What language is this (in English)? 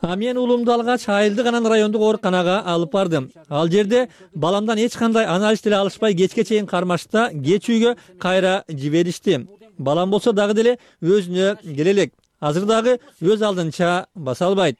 Kyrgyz